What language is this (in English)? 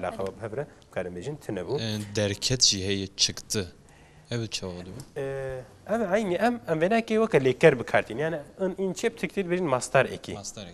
Kurdish